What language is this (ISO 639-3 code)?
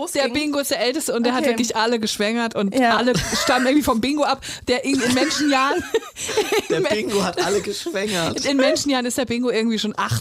deu